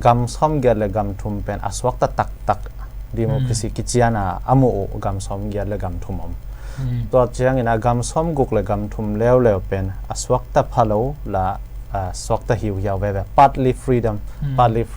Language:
Tedim Chin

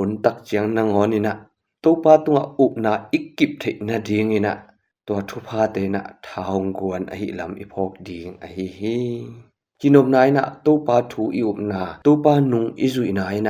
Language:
Tedim Chin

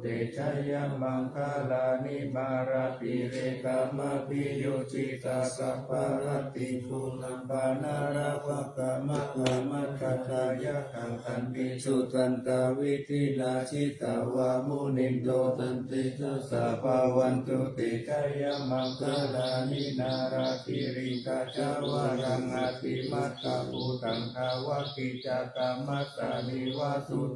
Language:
Pali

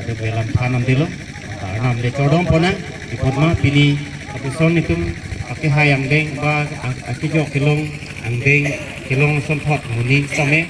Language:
Karbi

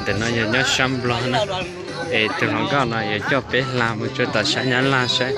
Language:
Hmong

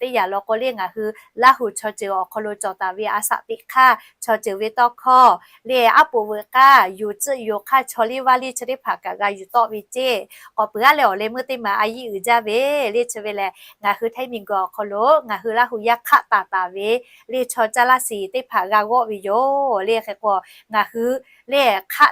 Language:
Lahu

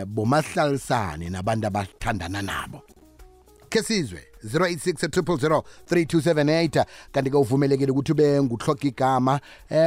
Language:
South Ndebele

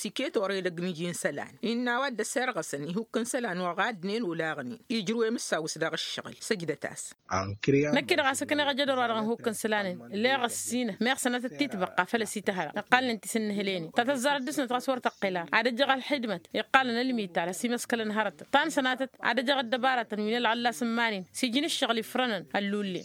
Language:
Tamasheq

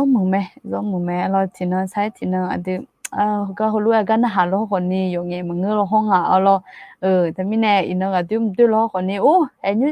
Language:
Akha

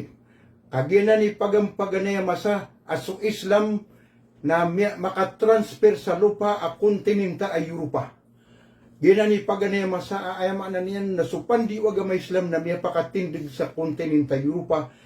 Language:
Maranao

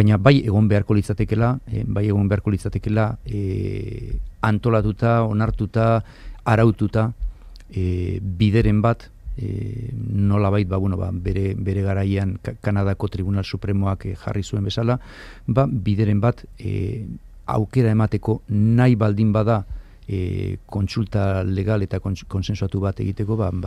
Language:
Basque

